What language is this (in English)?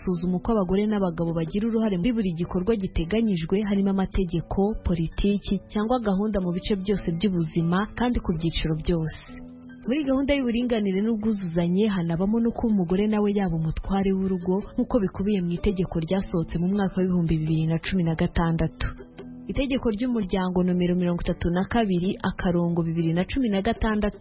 Kinyarwanda